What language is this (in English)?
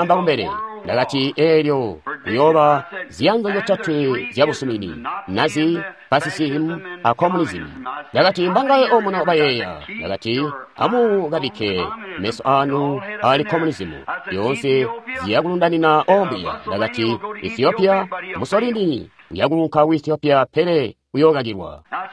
Tonga (Zambia)